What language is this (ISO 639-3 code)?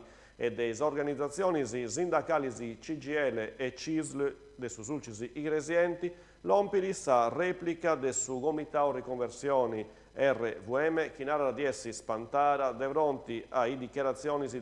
srd